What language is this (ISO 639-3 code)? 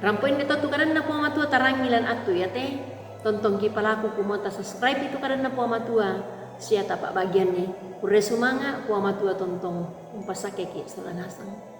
sda